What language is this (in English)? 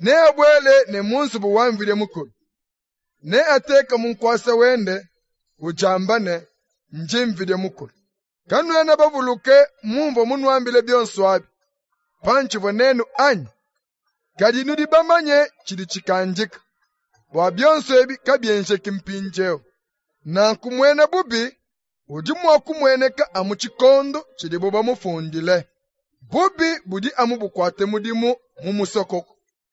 Luba-Lulua